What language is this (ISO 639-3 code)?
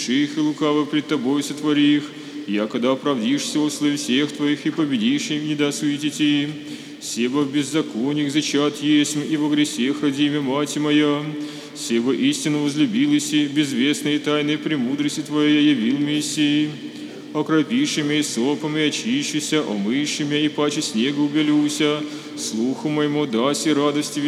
chu